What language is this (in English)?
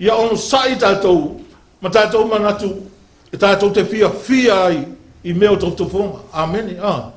Samoan